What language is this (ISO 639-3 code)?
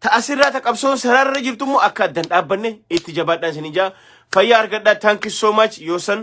orm